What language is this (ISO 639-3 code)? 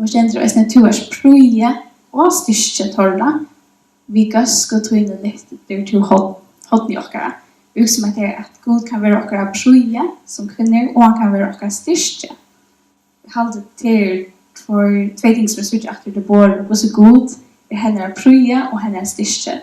fao